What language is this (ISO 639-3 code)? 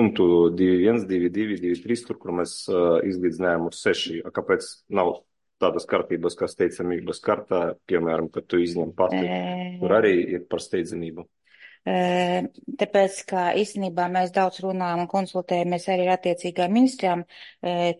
lav